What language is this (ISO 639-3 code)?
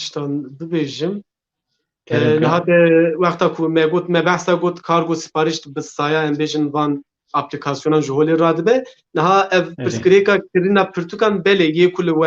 kur